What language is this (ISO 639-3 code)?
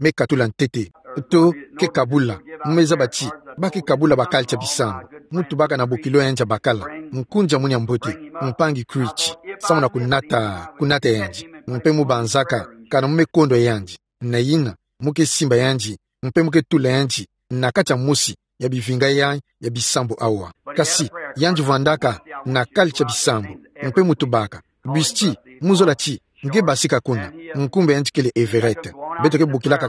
ktu